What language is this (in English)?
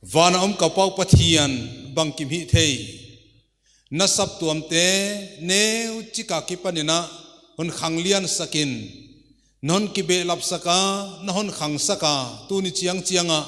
Paite Chin